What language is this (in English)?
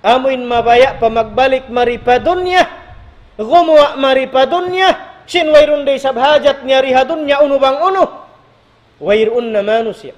Tausug